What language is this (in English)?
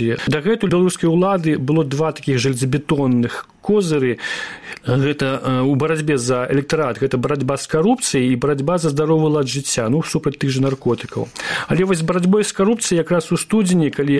Belarusian